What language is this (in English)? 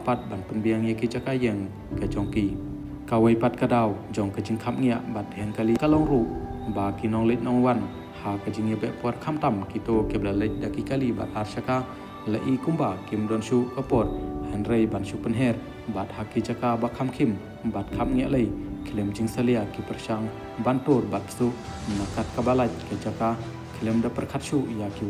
Khasi